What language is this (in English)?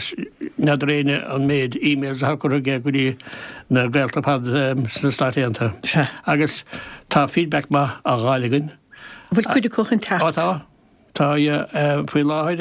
Irish